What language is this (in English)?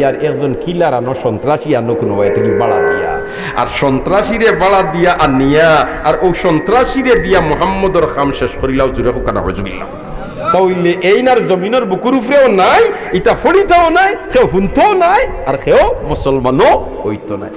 Sylheti